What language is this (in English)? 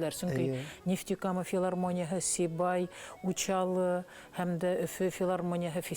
Bashkir